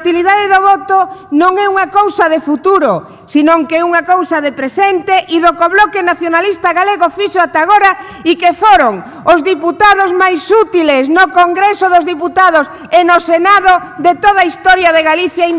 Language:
Galician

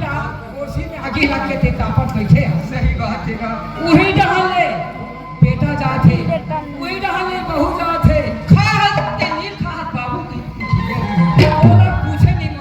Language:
Chhattisgarhi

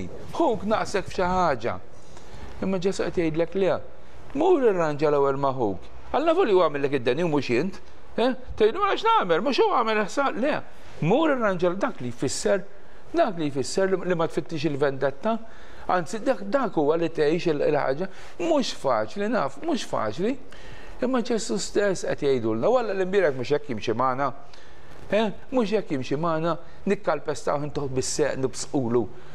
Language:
Maltese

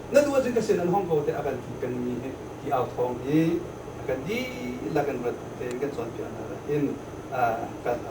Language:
Hakha Chin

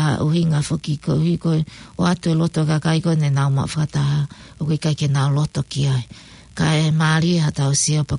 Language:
Tongan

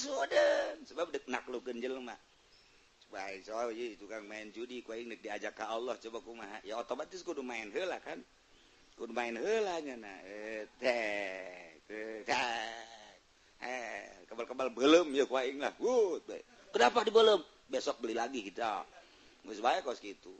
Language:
Sundanese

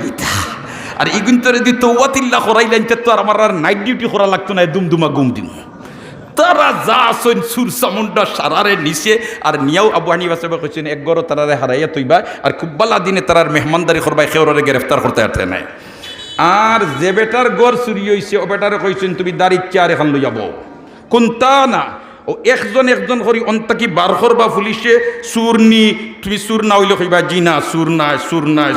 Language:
Sylheti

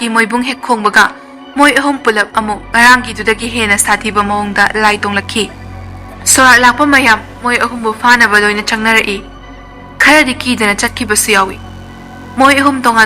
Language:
Manipuri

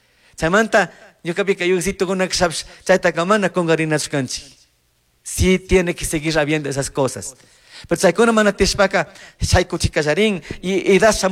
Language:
Chimborazo Highland Quichua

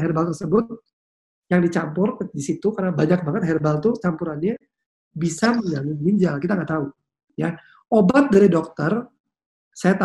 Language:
Indonesian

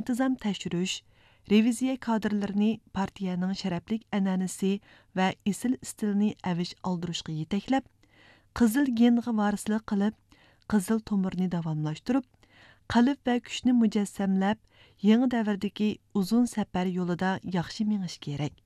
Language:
Uyghur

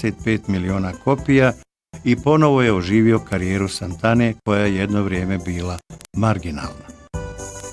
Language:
Bosnian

